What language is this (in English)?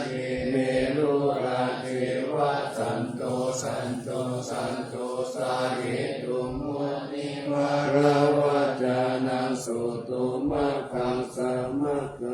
Pali